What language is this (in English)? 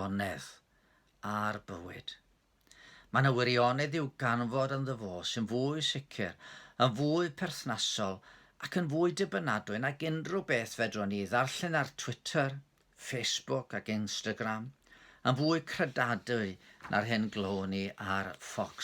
Welsh